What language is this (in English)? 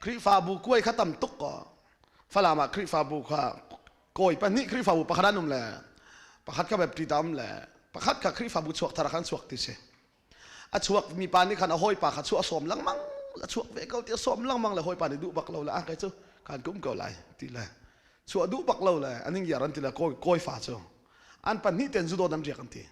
Hakha Chin